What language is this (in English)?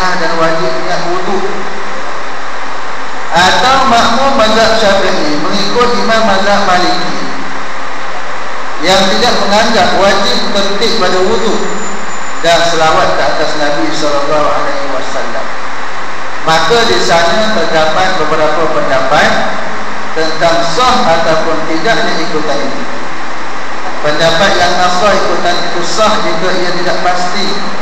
Malay